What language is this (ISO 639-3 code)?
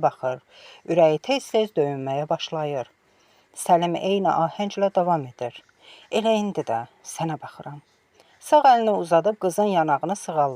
aze